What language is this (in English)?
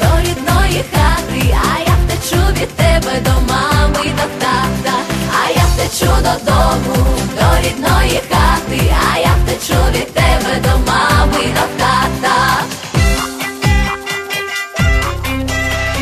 Ukrainian